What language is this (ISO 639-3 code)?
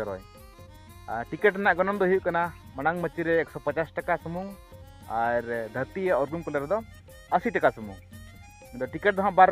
sat